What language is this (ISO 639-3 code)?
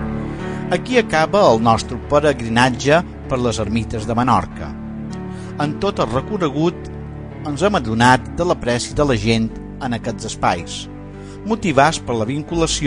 cat